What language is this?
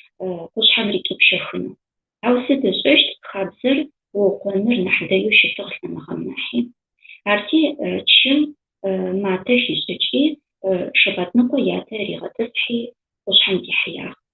Adyghe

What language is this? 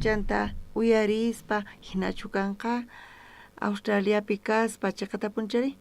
South Bolivian Quechua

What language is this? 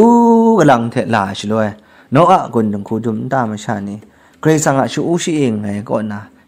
Kachin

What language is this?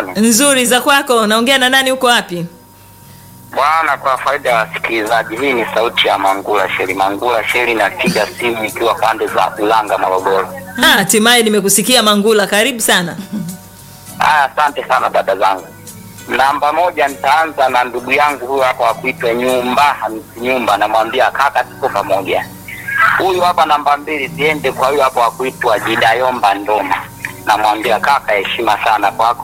Swahili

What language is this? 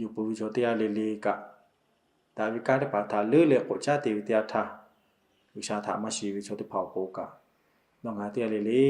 Lahu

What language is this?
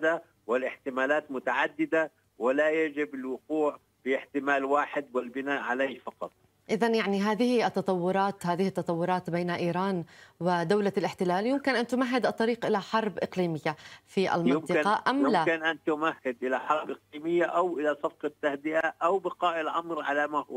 Arabic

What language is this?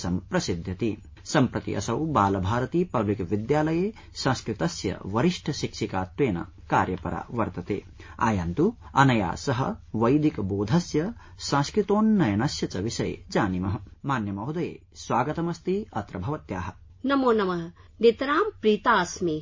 Sanskrit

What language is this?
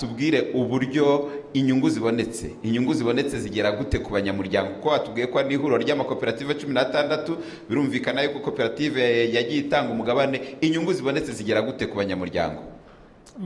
Kinyarwanda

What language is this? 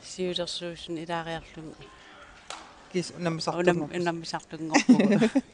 Kalaallisut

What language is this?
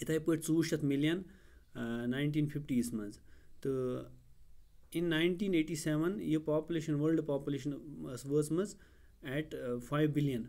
Kashmiri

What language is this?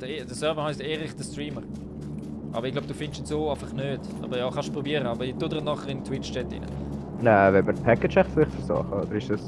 Swiss German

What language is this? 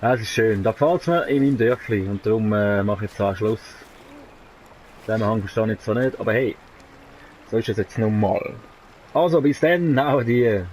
Swiss German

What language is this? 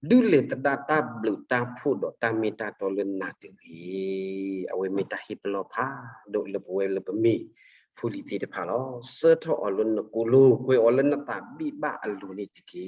S'gaw Karen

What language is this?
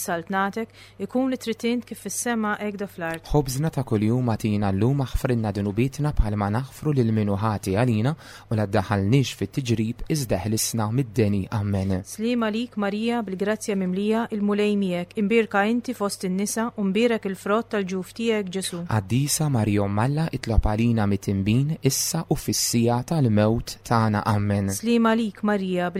Maltese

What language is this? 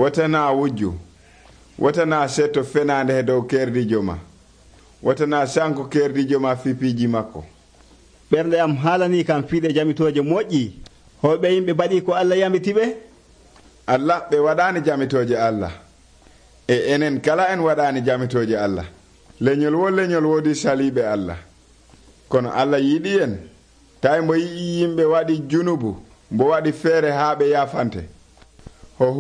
Nigerian Fulfulde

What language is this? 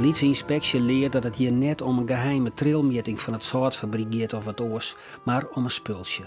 Western Frisian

